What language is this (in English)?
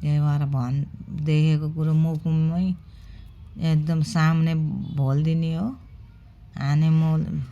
Nepali